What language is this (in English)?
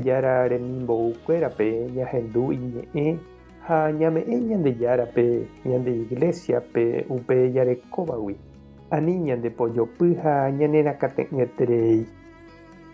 Guarani